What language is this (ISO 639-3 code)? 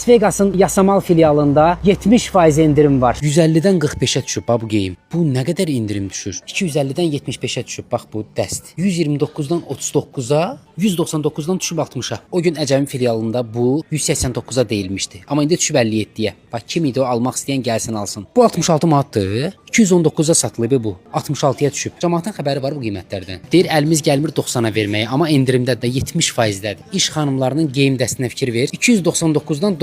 aze